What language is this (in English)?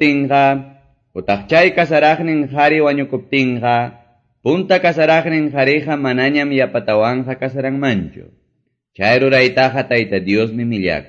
Quechua